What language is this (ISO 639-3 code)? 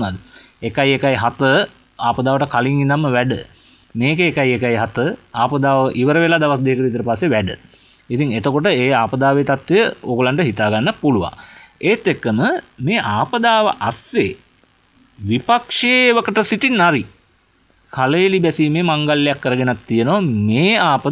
sin